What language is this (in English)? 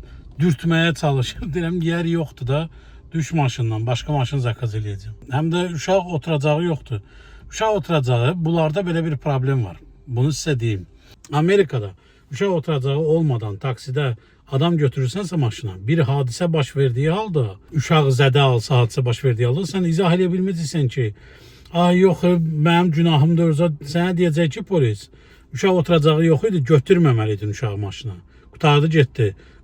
Azerbaijani